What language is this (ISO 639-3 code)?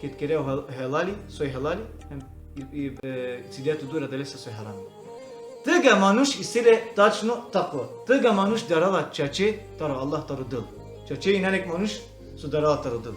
rmn